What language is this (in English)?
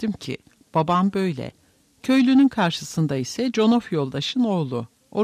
Turkish